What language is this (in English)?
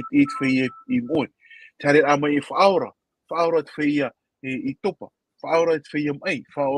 Tahitian